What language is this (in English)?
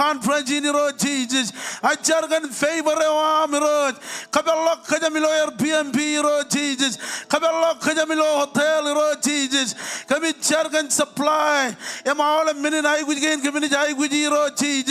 Marshallese